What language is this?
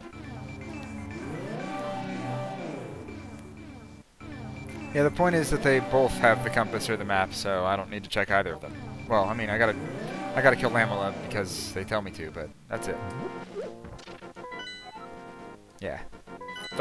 English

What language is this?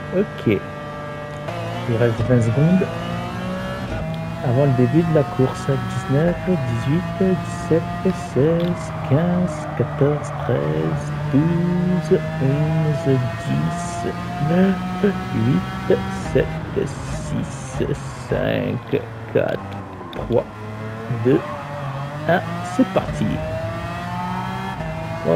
French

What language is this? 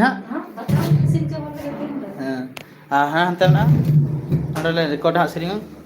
Santali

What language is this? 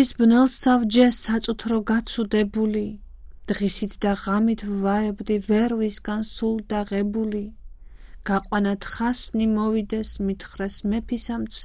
Georgian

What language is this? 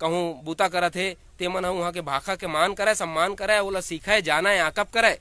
Chhattisgarhi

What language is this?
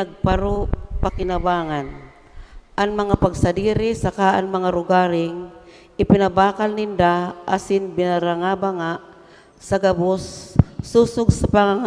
Bikol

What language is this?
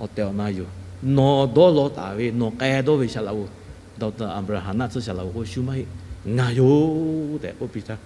Lahu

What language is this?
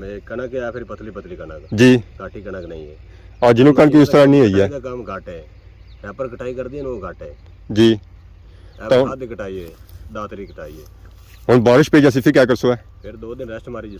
Pahari-Potwari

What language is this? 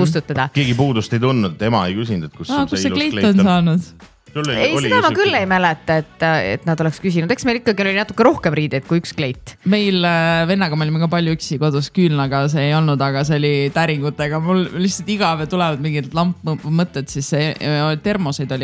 Estonian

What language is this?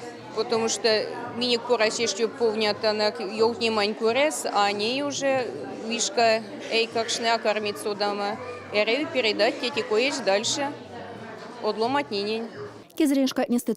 Erzya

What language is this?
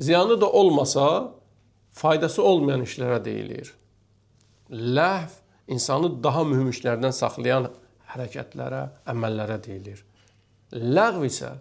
Azerbaijani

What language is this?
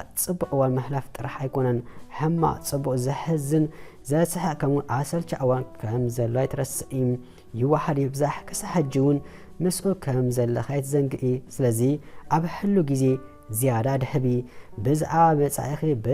Tigrinya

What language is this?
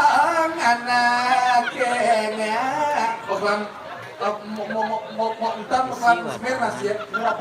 Balinese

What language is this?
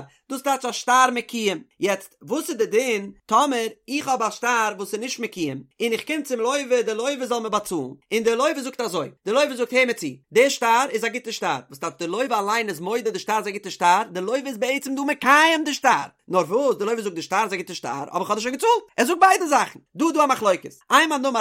Yiddish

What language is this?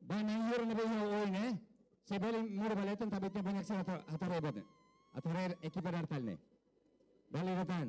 Tetum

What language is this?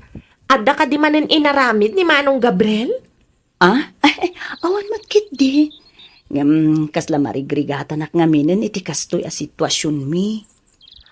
Iloko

